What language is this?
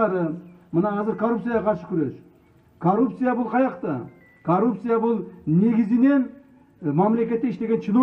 Kyrgyz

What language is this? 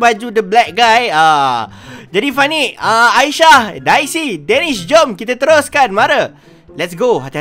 Malay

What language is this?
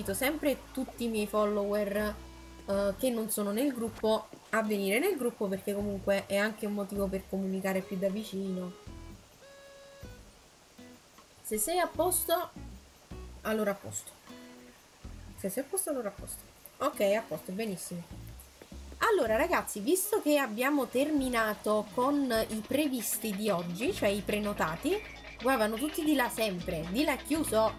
Italian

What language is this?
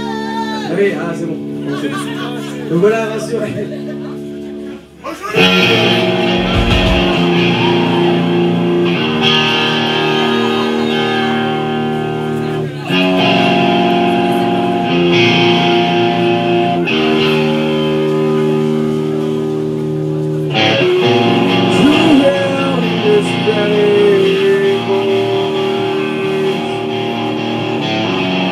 French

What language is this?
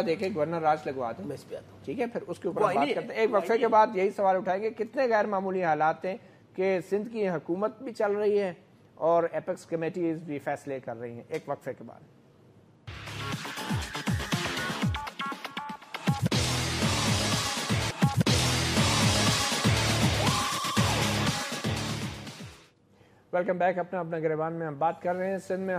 Urdu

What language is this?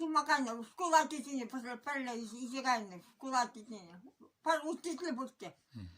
Chuvash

